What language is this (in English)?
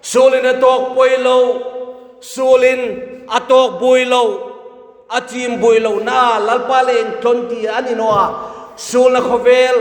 Hmar